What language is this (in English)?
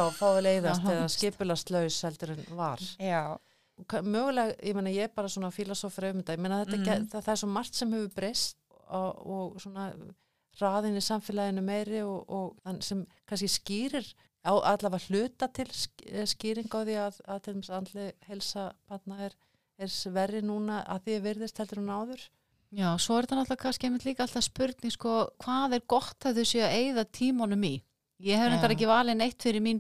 Icelandic